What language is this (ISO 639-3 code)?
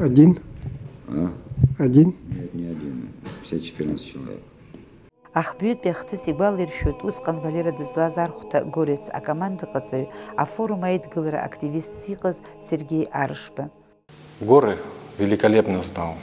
abk